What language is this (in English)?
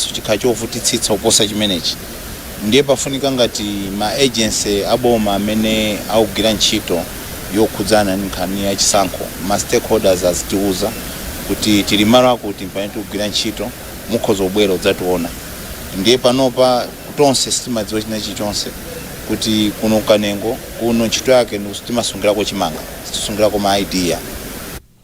Nyanja